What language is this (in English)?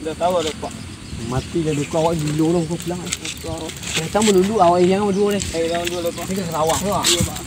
Minangkabau